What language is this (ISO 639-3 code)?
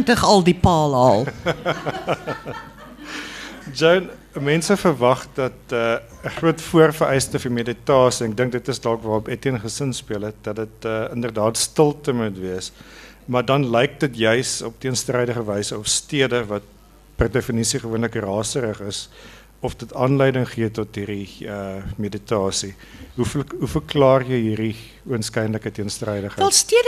afr